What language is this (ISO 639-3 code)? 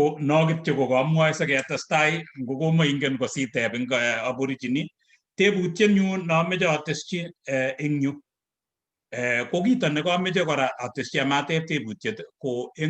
kln